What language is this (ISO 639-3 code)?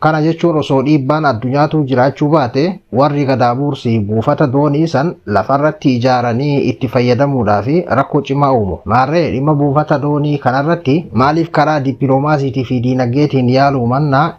orm